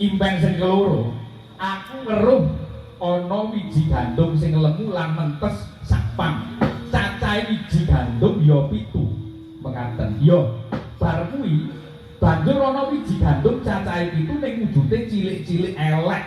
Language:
Javanese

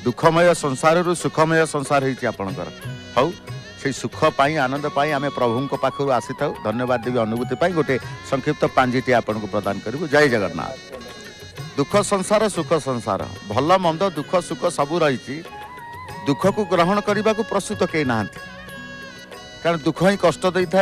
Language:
Odia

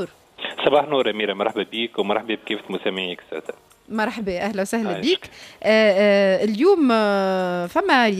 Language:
Tunisian Arabic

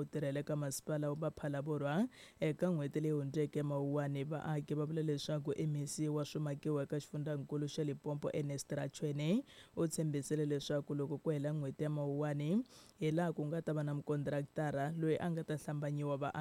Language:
Tsonga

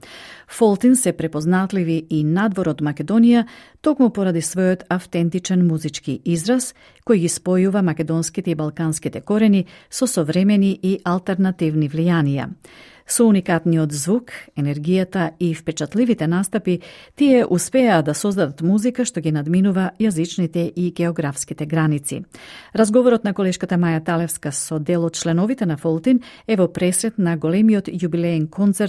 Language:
Macedonian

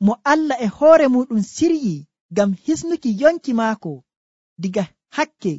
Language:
Nigerian Fulfulde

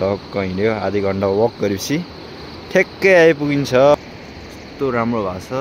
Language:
Nepali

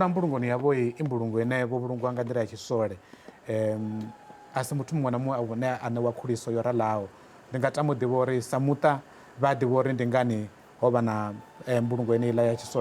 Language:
Venda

